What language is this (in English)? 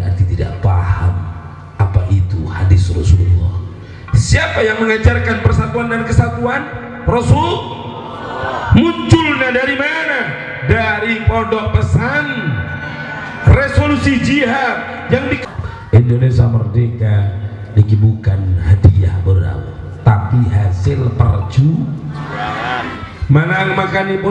Indonesian